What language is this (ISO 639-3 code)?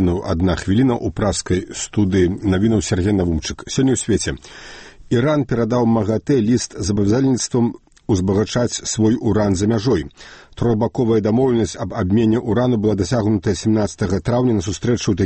bel